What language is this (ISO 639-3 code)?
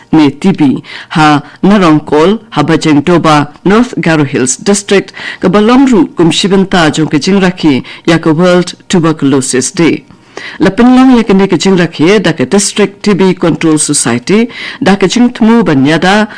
kha